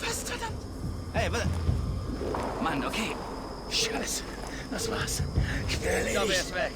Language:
Bavarian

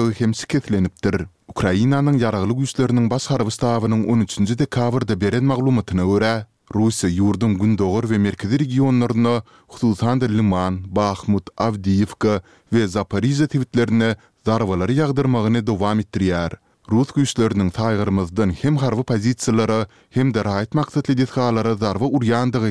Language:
Turkmen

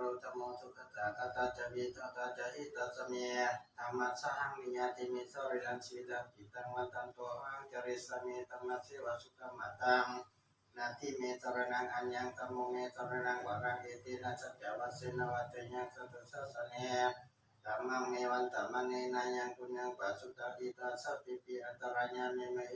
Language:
Pali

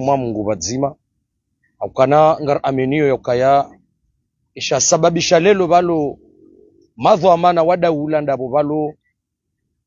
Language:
Ngazidja Comorian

